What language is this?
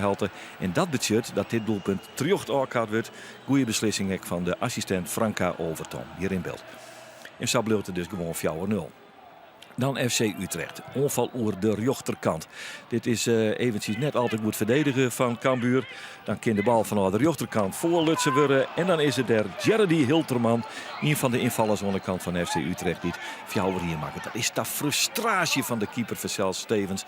Western Frisian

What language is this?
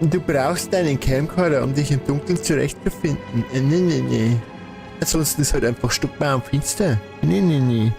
Bavarian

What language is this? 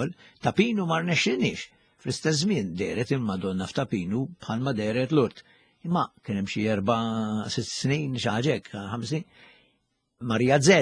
Maltese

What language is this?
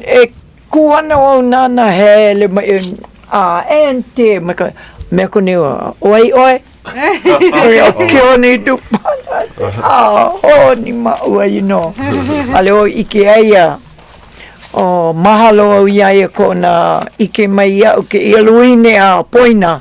Hawaiian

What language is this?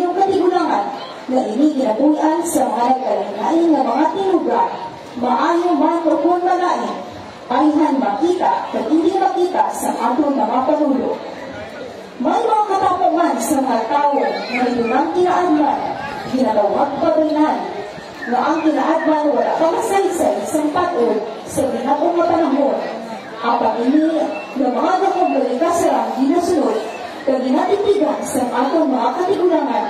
Hiligaynon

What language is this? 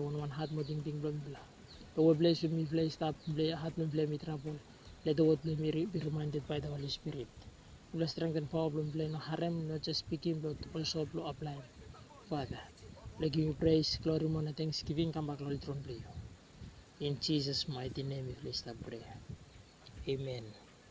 Bislama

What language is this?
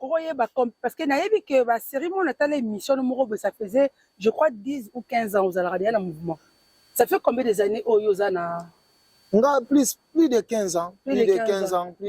Lingala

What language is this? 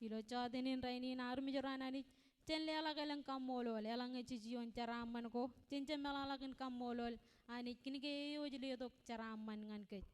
Marshallese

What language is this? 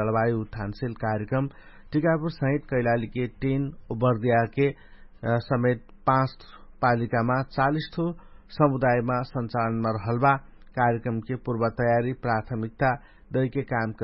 Dangaura Tharu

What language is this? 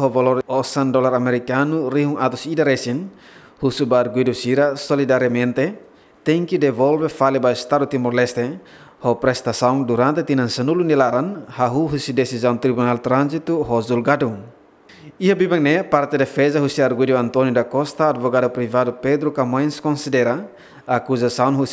Tetum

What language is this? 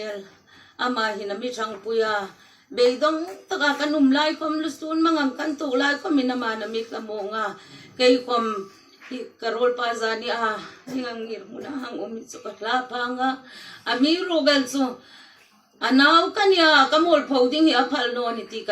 Hmar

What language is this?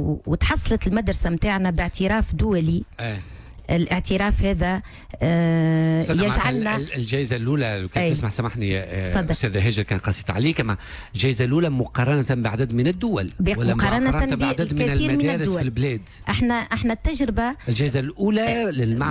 Tunisian Arabic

